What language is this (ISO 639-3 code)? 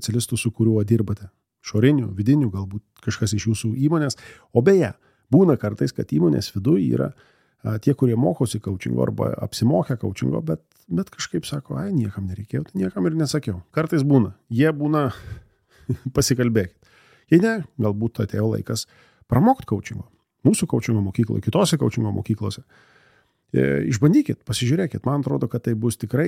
lit